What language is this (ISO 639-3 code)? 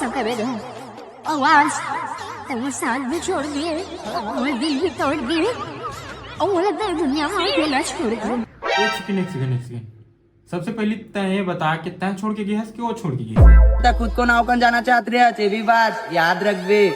hne